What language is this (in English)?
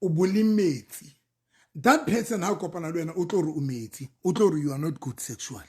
Southern Sotho